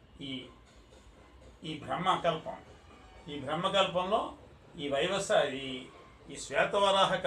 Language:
Telugu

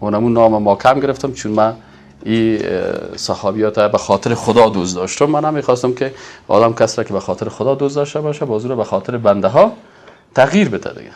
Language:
Persian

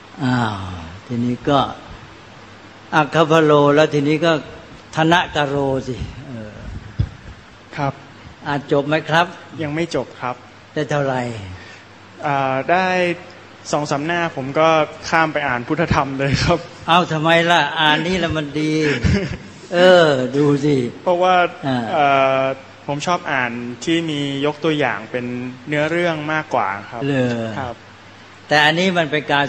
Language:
Thai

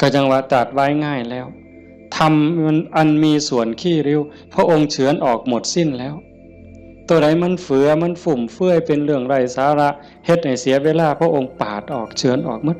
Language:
Northeastern Thai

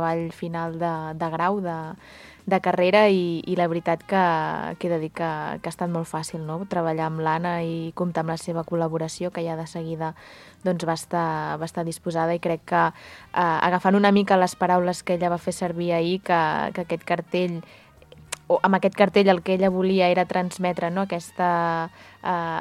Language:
Catalan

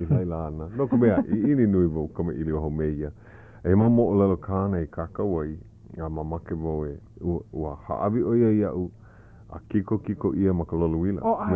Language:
Hawaiian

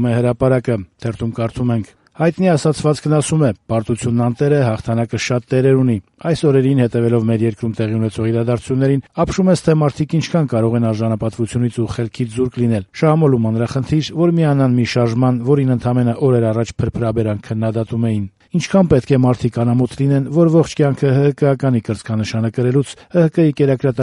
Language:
Armenian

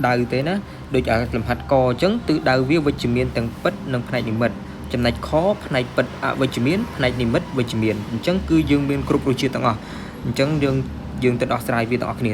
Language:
Khmer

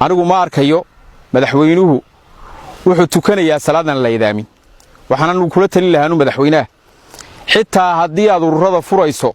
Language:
Somali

